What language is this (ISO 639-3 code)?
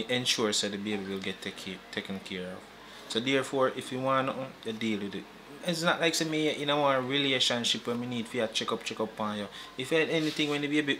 jam